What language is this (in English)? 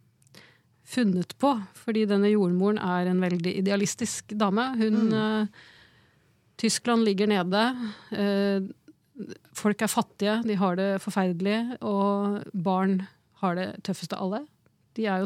Norwegian